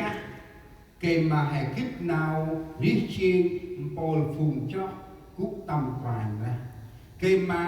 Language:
Central Mnong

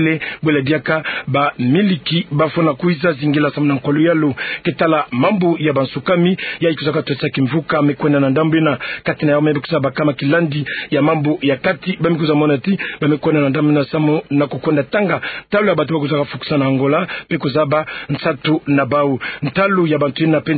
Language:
Kituba (Democratic Republic of Congo)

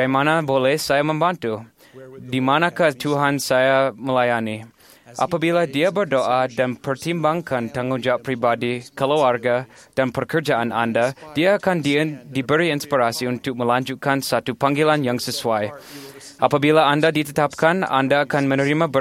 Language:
Malay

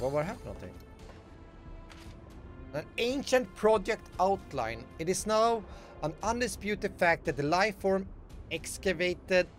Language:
Swedish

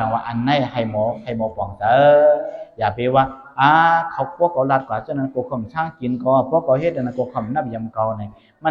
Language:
Shan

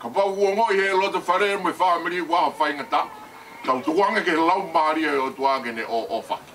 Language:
Tongan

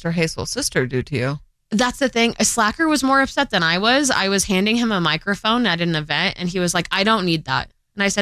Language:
English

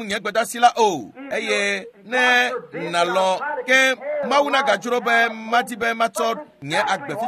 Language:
Ewe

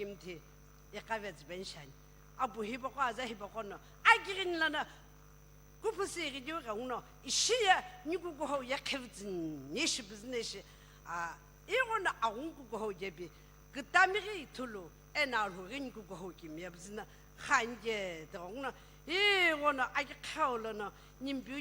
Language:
Sumi Naga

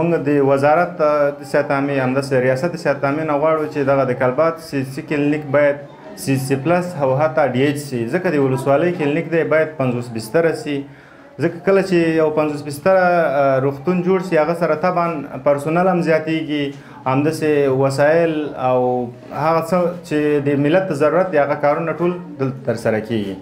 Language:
Pashto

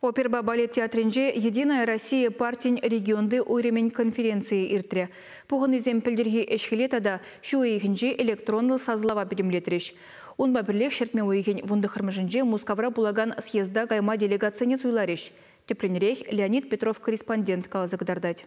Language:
Chuvash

